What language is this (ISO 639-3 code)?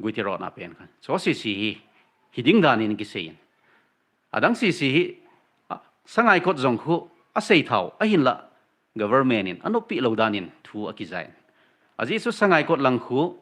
tcz